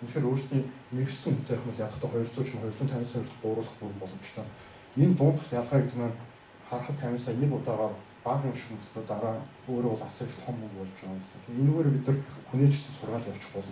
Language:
Mongolian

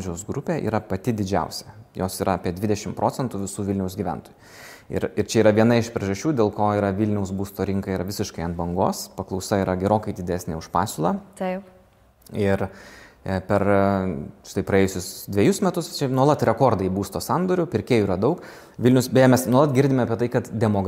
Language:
Lithuanian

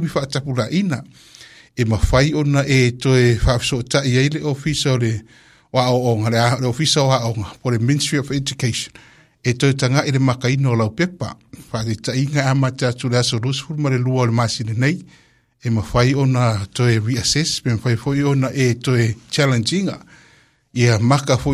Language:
Samoan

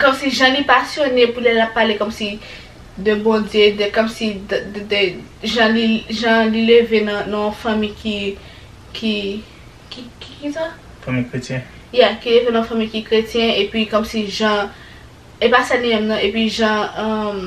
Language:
Haitian Creole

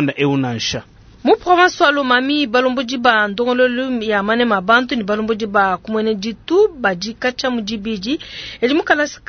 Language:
Luba-Lulua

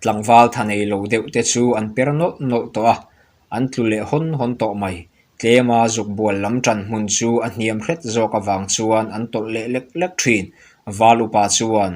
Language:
Mizo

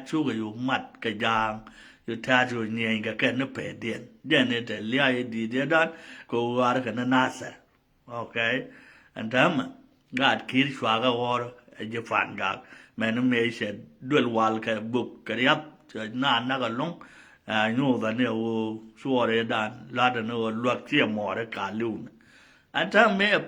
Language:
Nuer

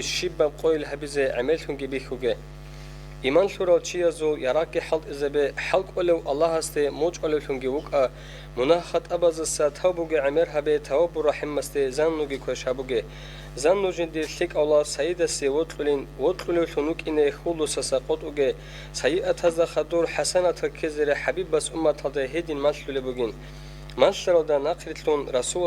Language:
Avaric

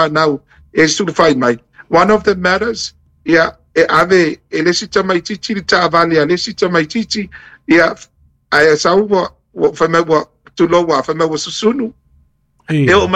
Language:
Samoan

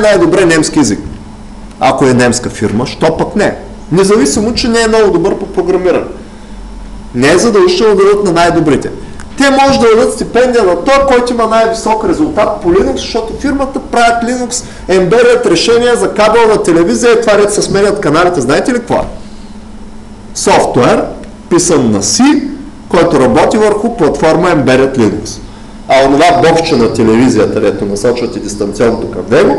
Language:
Bulgarian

